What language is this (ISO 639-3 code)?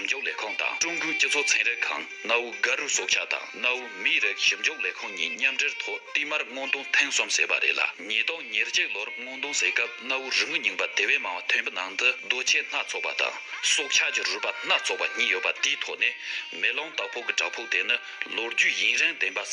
bod